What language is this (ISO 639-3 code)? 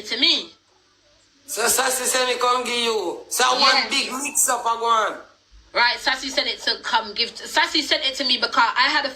jam